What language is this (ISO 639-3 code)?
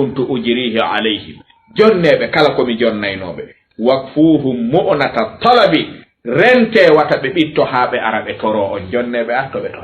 ful